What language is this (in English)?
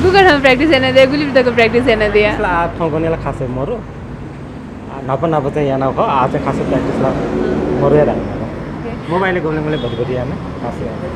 Newari